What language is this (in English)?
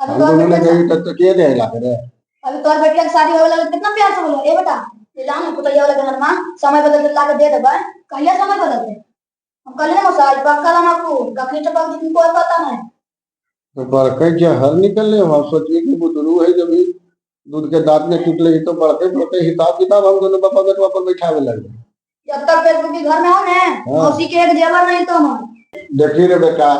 Magahi